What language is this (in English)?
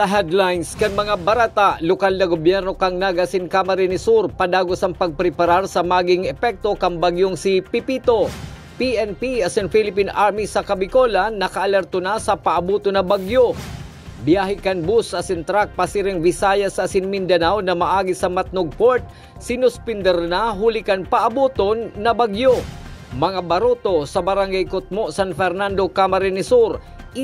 Bikol